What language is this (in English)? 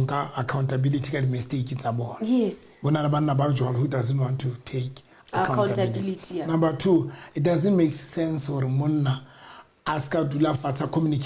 Southern Sotho